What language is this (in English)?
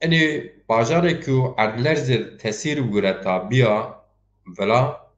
Zaza